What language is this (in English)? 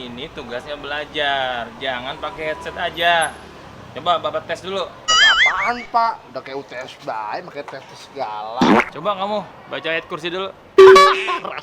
Betawi